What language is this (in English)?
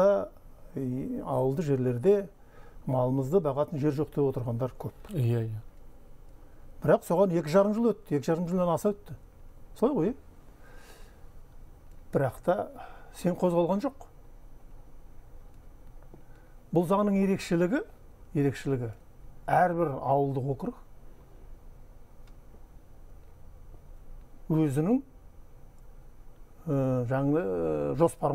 Kazakh